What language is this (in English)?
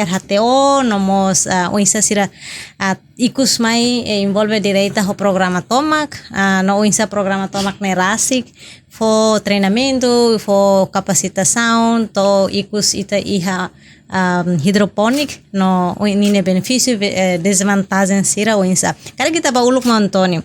Tetum